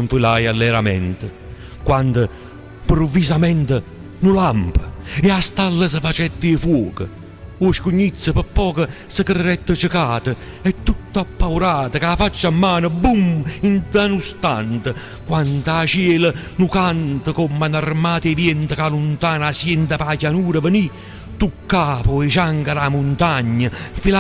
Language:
Neapolitan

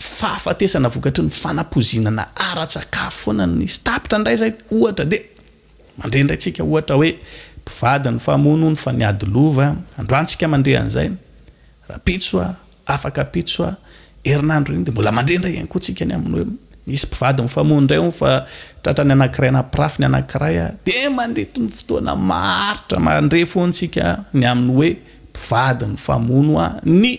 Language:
Malagasy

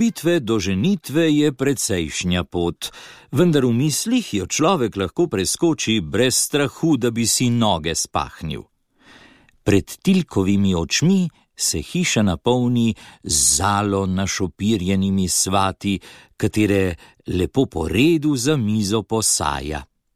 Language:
Slovenian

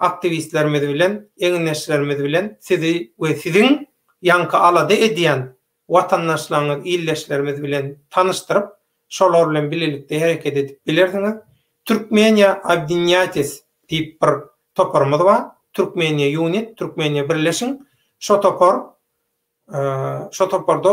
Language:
Turkmen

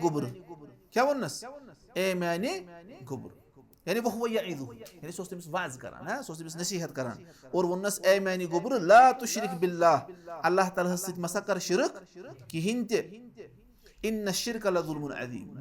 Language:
Kashmiri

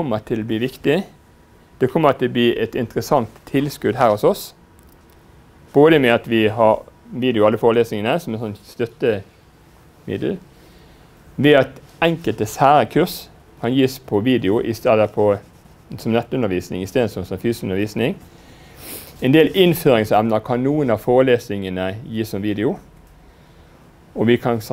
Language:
Norwegian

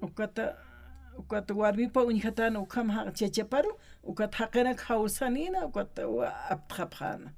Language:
Aymara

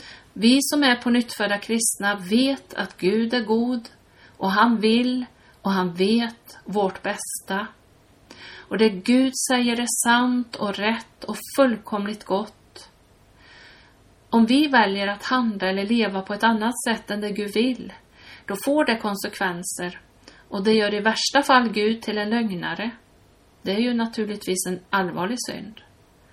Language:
Swedish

